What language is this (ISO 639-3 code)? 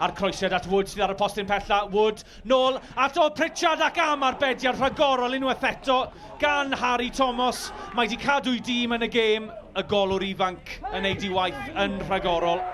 cym